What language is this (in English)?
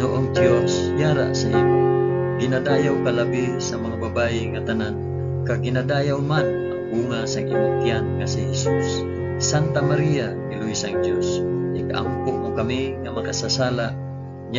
Hiligaynon